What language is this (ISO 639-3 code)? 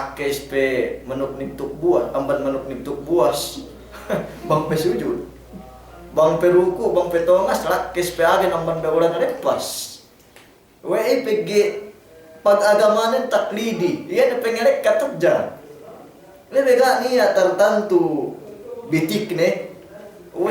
yka